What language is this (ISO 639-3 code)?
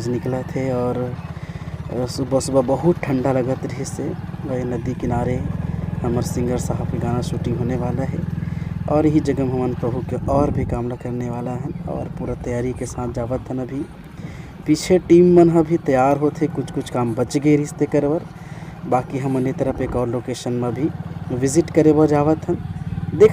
hne